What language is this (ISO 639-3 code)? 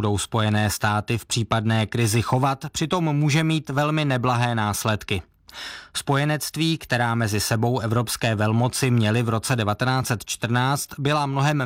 ces